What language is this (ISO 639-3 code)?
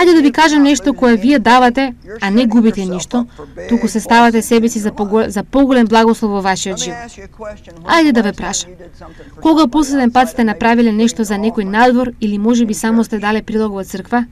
mkd